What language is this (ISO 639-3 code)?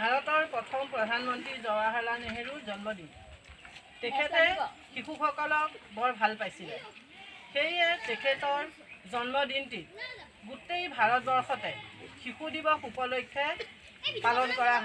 asm